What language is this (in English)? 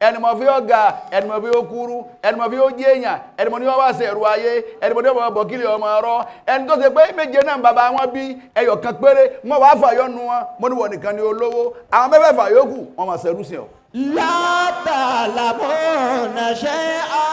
Yoruba